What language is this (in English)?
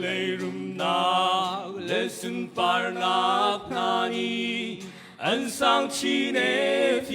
Hakha Chin